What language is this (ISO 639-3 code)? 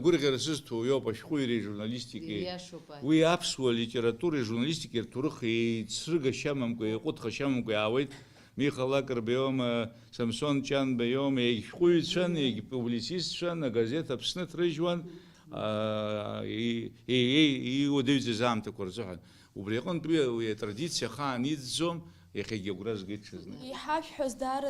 abk